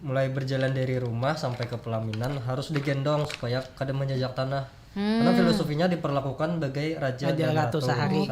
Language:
Banjar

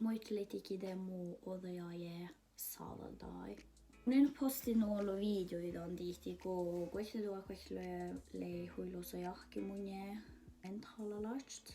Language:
Northern Sami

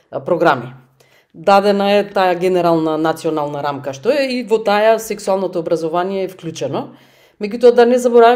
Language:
Macedonian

